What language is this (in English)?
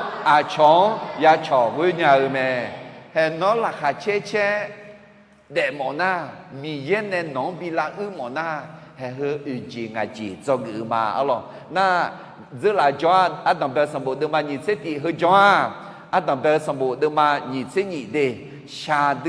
Akha